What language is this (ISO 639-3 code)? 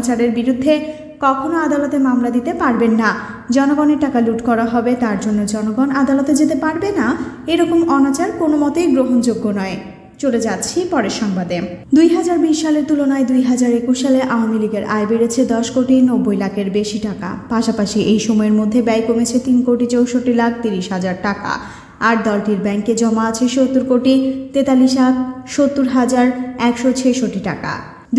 ben